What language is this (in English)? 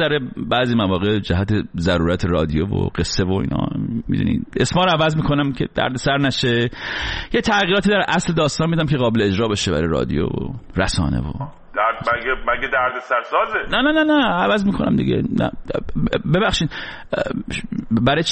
Persian